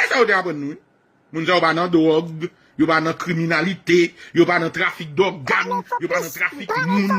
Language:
Haitian Creole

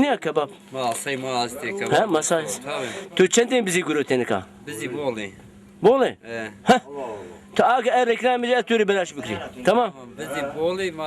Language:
Zaza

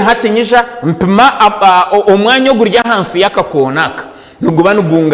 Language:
Nyankole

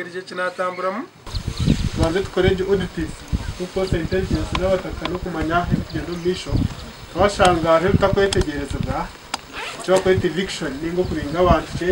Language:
Nyankole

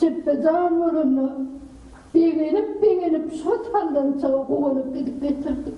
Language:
Turkmen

